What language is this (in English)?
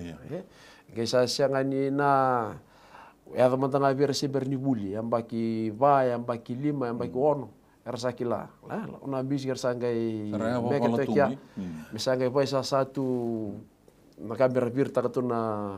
Fijian